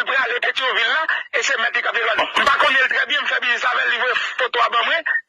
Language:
Haitian Creole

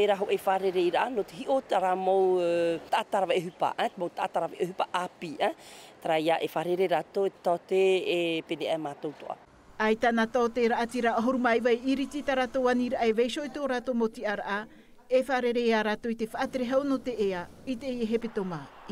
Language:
Tahitian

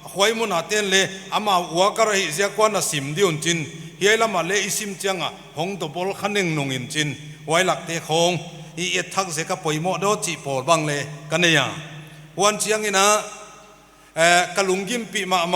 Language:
Paite Chin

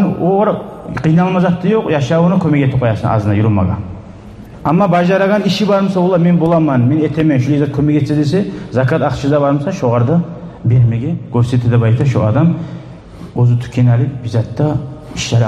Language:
Kumyk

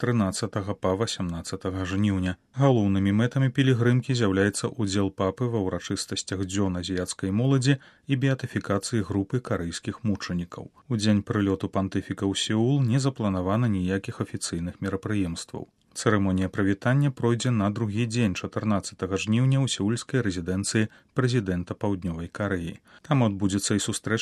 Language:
Belarusian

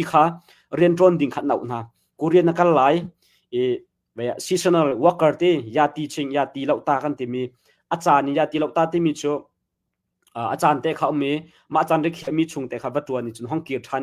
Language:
Hakha Chin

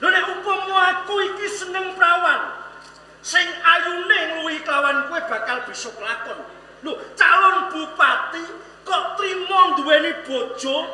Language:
Javanese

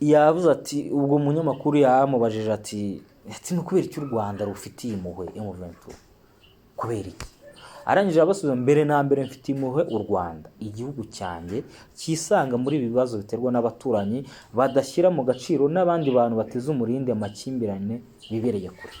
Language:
Kinyarwanda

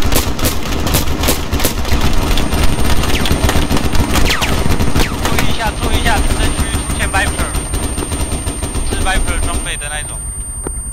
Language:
Chinese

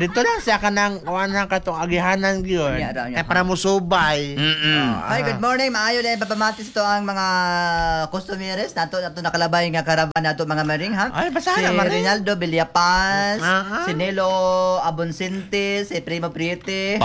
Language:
Cebuano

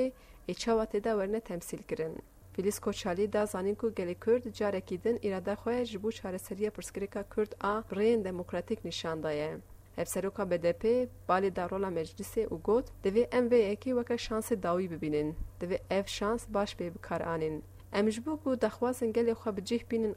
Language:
Kurdish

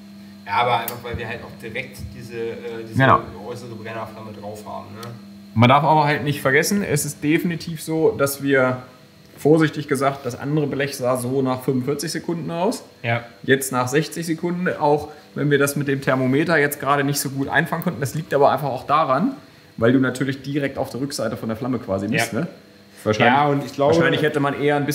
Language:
German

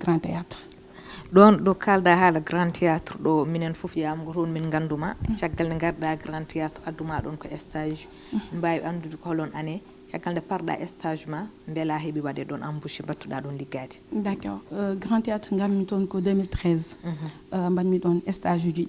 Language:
Fula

